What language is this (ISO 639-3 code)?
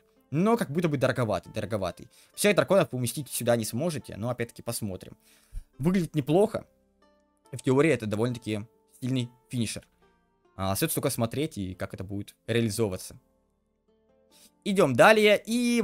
rus